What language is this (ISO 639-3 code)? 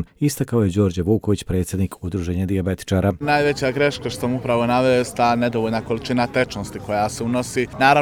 hrv